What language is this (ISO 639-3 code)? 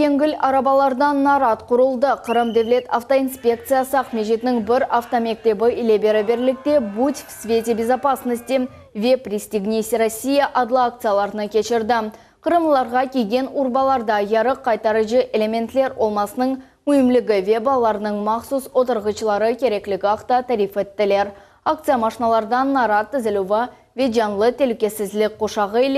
crh